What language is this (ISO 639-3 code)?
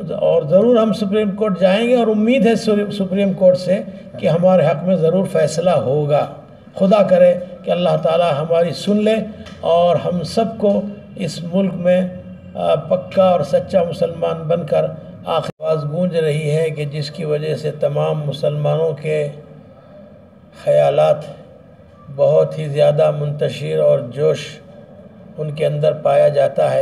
urd